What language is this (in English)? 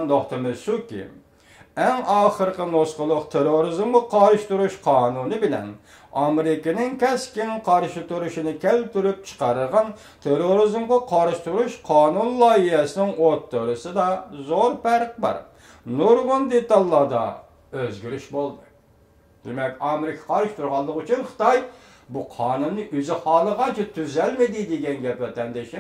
Uyghur